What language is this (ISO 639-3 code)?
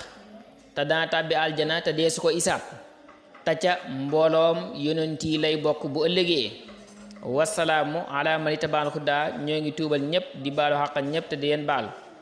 wol